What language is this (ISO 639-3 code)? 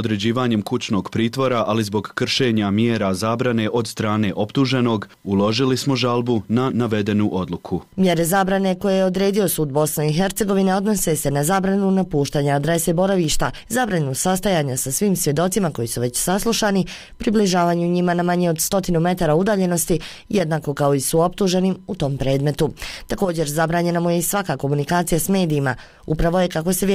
bos